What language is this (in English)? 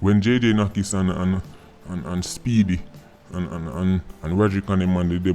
Jamaican Creole English